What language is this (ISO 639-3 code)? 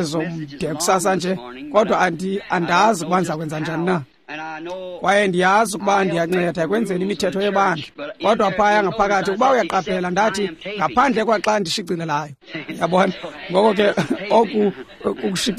xho